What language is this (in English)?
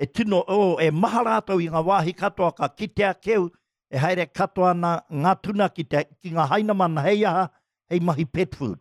Māori